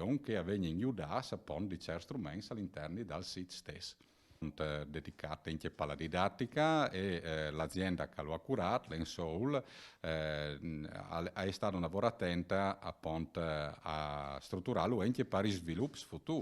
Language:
Friulian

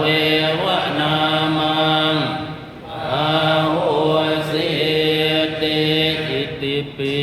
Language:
Pali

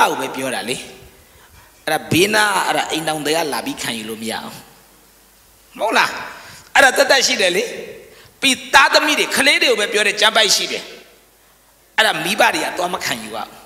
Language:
Burmese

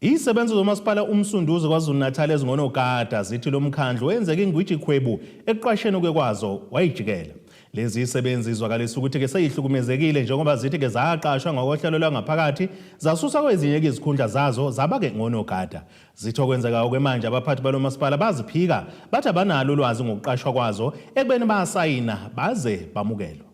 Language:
Zulu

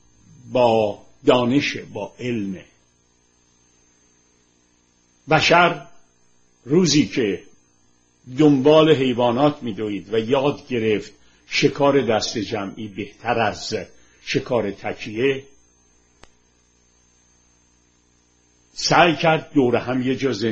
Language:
Persian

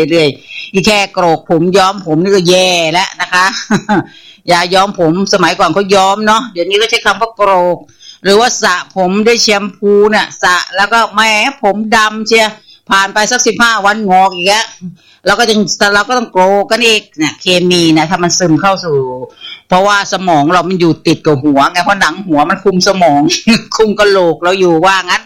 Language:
Thai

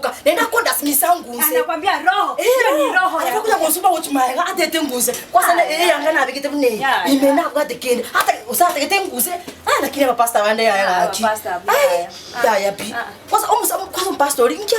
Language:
Gusii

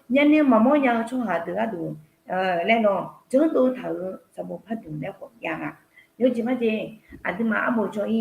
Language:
Akha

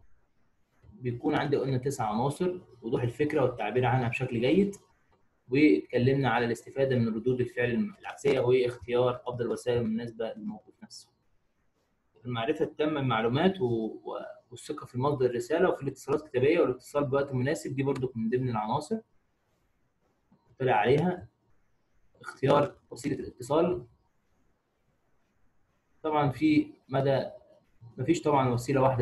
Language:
Egyptian Arabic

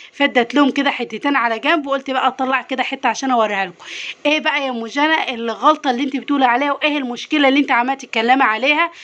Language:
Egyptian Arabic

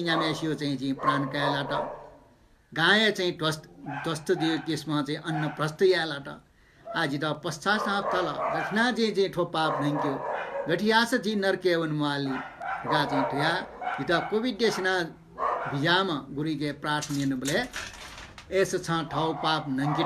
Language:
Newari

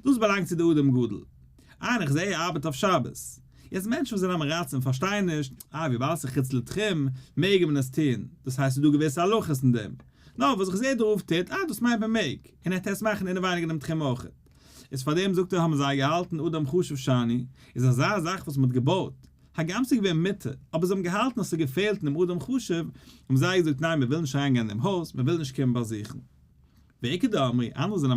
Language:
Yiddish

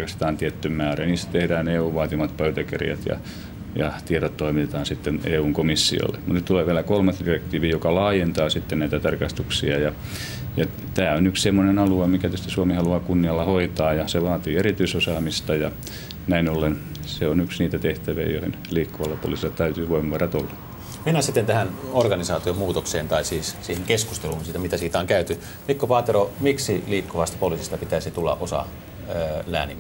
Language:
Finnish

